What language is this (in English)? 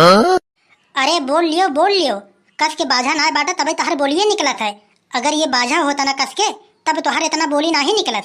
Awadhi